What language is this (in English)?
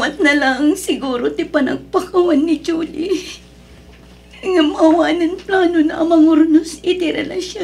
Iloko